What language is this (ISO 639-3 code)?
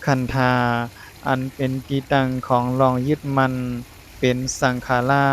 shn